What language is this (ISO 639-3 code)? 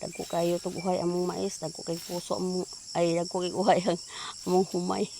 ceb